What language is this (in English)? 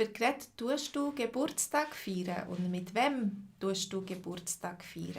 Swiss German